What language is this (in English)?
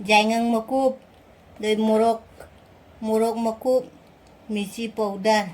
Manipuri